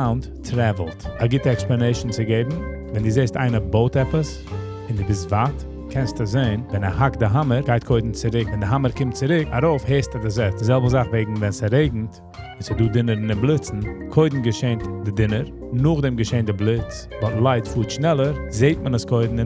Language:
Yiddish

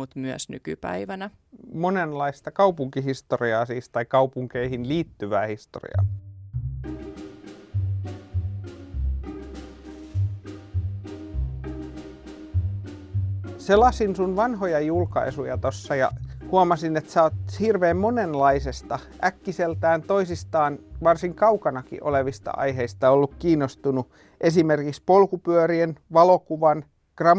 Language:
Finnish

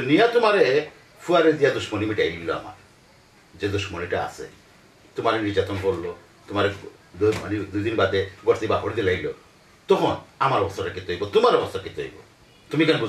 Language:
Sylheti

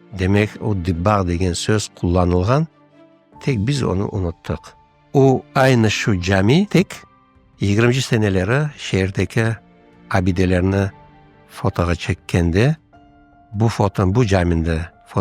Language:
Crimean Tatar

